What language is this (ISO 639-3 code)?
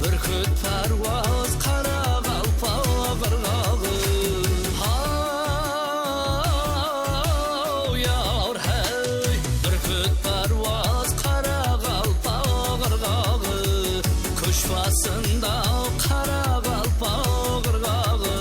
kaa